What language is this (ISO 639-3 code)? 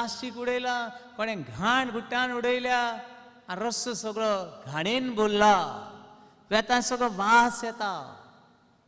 kok